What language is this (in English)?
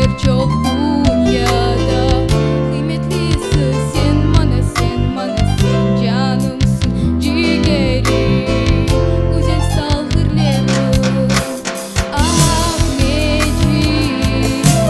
Crimean Tatar